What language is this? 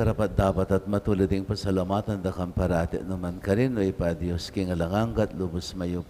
Pampanga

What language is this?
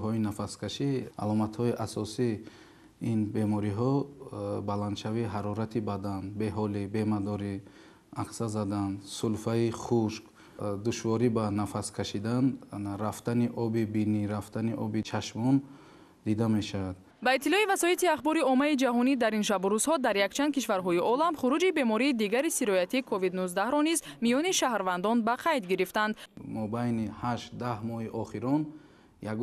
Tajik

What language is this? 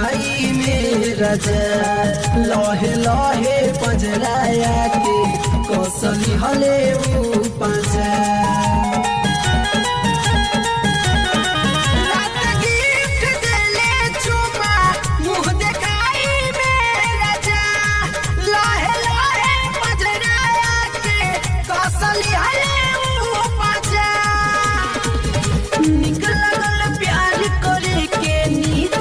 Bhojpuri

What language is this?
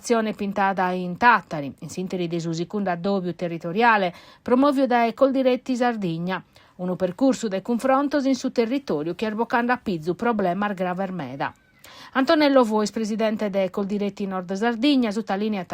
Sardinian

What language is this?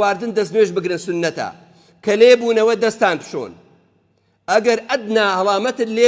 Central Kurdish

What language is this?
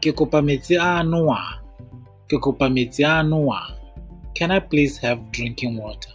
Tswana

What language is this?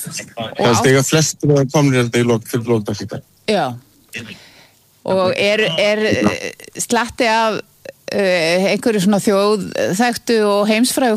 Icelandic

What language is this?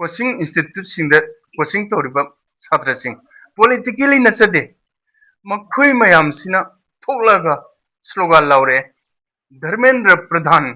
Manipuri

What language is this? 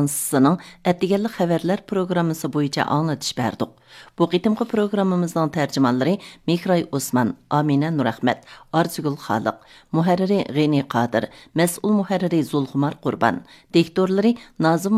Uyghur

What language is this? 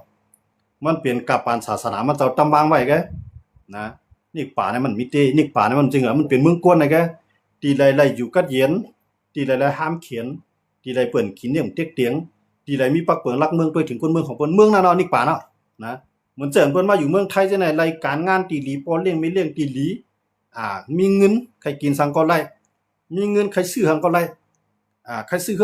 Shan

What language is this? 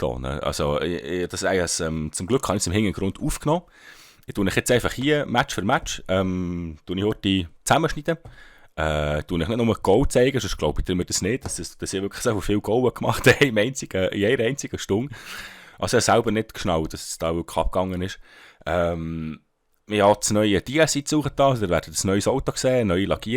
Swiss German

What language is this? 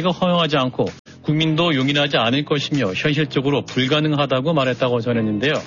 Korean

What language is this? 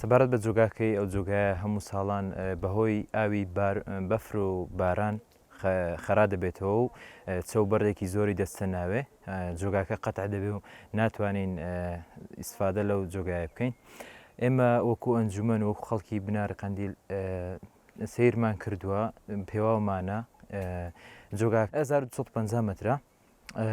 Central Kurdish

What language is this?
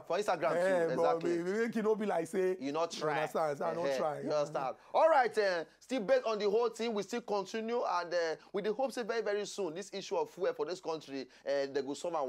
Nigerian Pidgin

